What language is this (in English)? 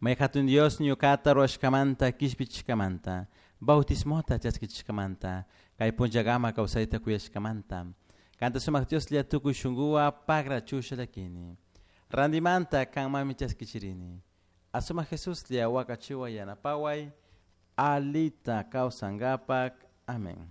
Chimborazo Highland Quichua